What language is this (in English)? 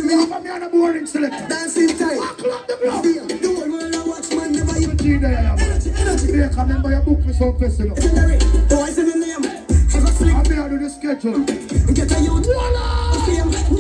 Jamaican Creole English